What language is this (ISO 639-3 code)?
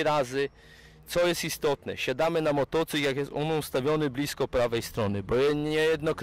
pol